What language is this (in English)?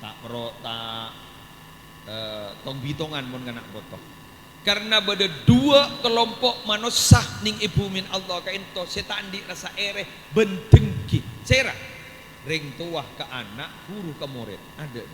Madurese